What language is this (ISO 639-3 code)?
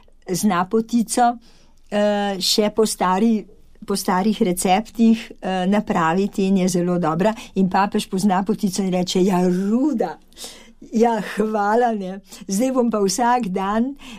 slv